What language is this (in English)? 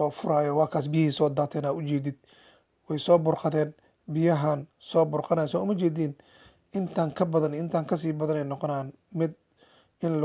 Somali